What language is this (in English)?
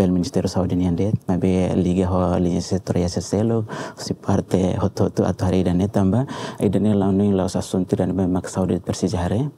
Tetum